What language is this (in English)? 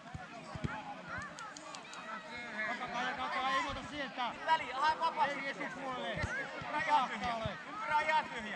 Finnish